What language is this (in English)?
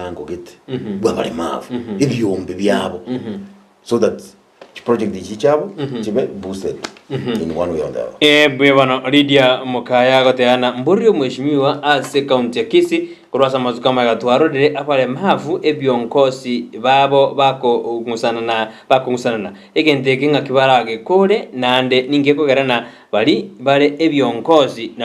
Gusii